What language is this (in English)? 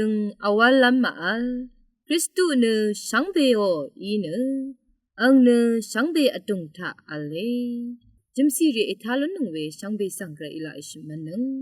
Rawang